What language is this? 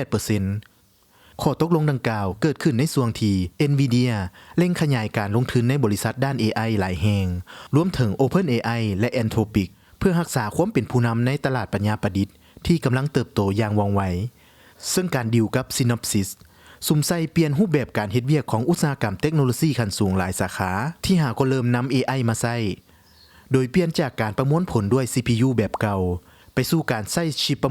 Lao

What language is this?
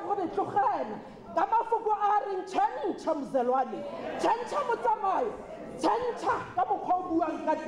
Tswana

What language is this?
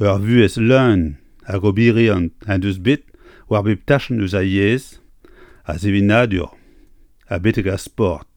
Breton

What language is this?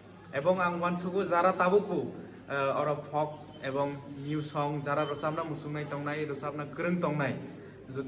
Kok Borok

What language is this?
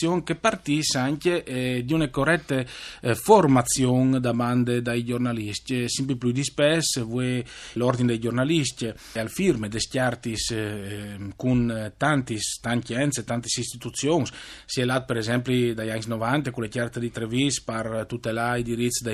Friulian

